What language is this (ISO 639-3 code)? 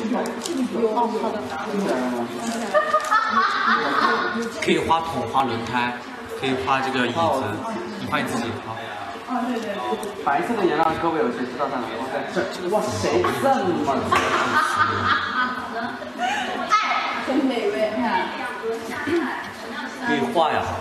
zho